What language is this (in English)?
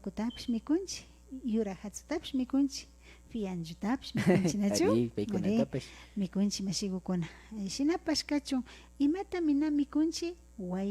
Imbabura Highland Quichua